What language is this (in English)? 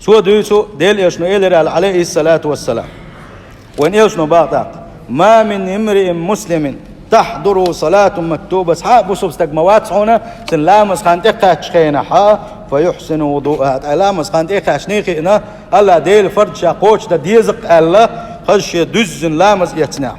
Chechen